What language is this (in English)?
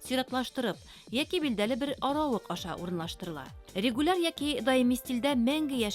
Bashkir